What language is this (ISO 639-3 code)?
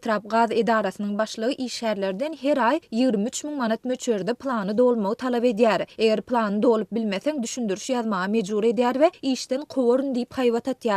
tuk